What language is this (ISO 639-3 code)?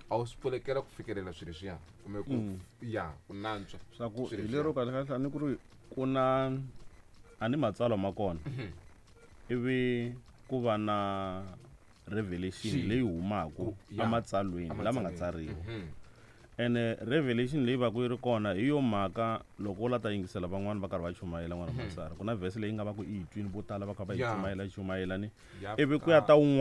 tso